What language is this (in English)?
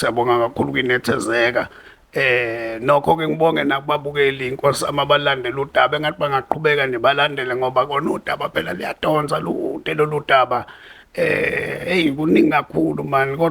Zulu